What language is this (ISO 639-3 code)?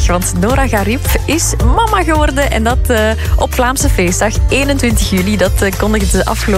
nld